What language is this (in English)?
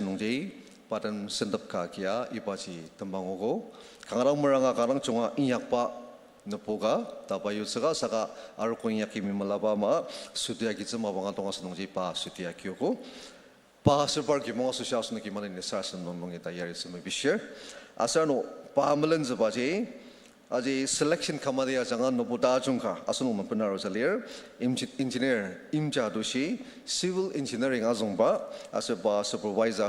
Ao Naga